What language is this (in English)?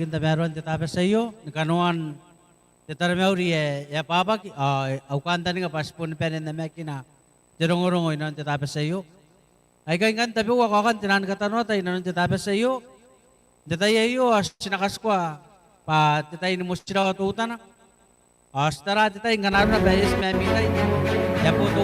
Gilbertese